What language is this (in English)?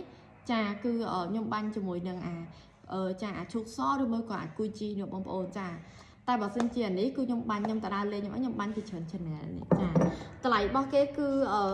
Khmer